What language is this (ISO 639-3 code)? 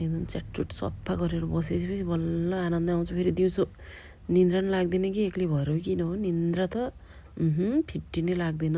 nep